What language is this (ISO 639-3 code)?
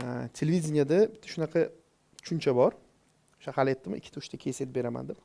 uzb